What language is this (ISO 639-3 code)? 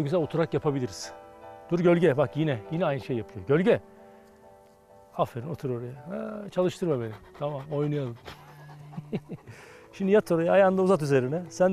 tur